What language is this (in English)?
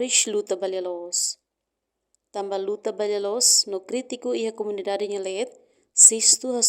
Tetum